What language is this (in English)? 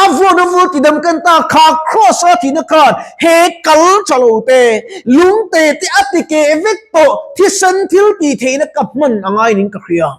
Mizo